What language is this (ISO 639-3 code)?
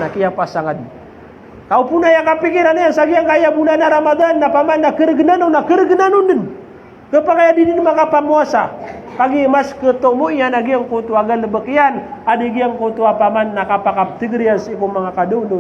mrw